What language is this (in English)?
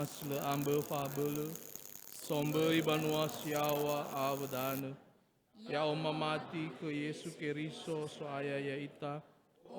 Nias